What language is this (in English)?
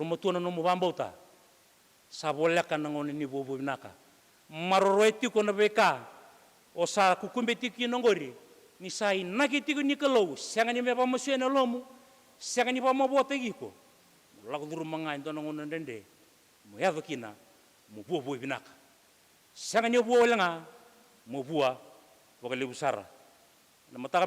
Fijian